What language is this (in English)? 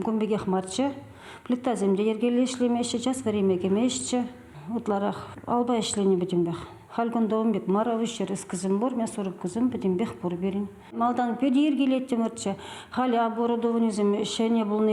Chuvash